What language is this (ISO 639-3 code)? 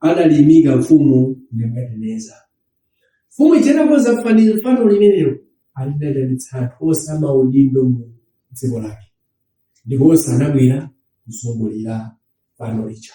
nya